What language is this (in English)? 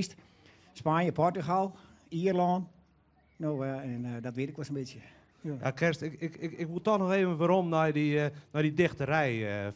Western Frisian